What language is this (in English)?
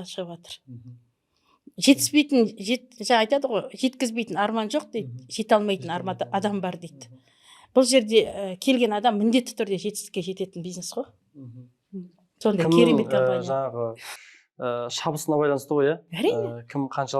Kazakh